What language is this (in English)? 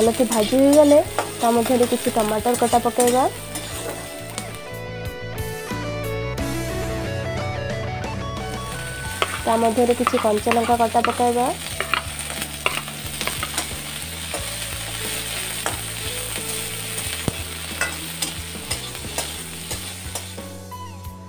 Odia